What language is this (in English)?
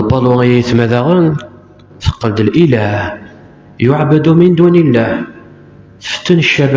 Kabyle